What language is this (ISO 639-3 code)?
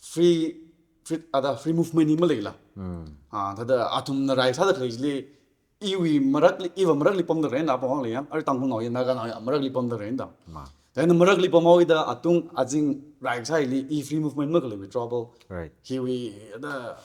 nmf